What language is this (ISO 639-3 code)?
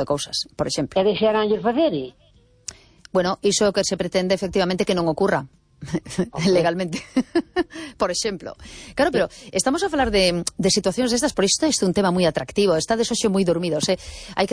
glg